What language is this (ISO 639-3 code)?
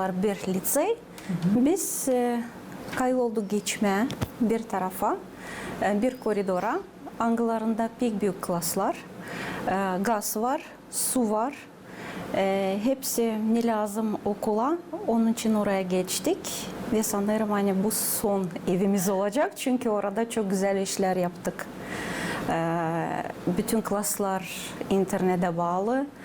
gag